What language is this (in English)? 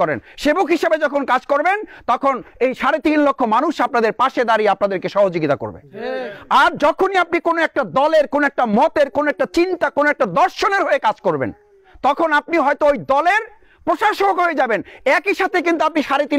Bangla